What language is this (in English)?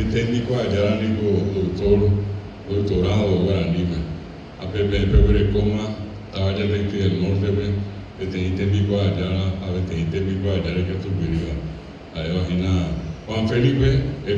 Guarani